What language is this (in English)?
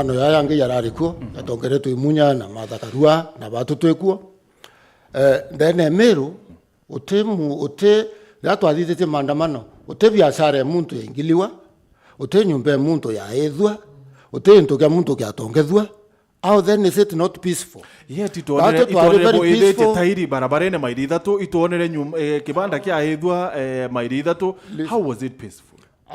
Meru